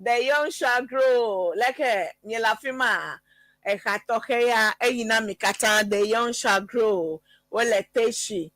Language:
Ewe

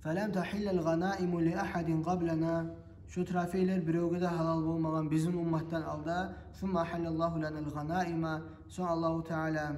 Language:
Kumyk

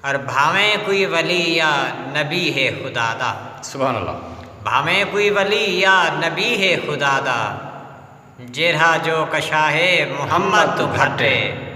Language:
Saraiki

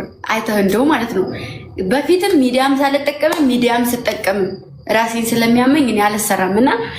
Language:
Amharic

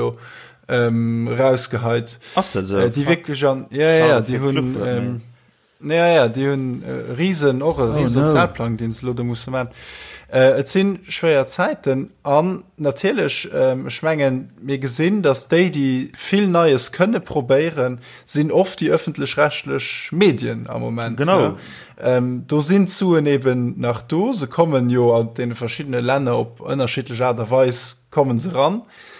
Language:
Luxembourgish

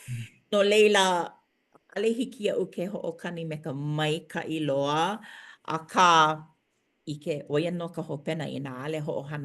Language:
Hawaiian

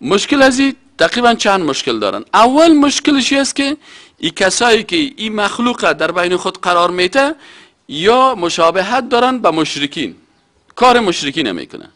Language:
Persian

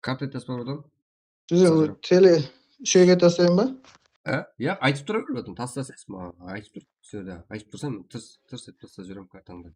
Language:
Kara-Kalpak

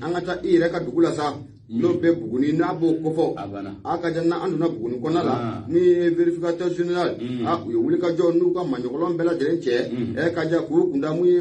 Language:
Bambara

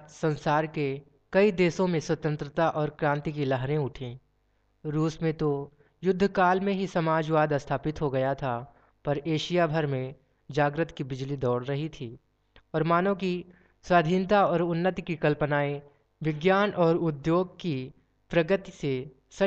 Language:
Hindi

